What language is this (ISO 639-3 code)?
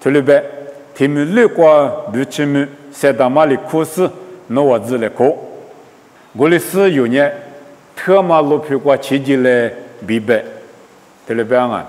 lis